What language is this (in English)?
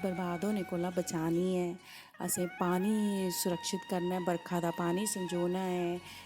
Dogri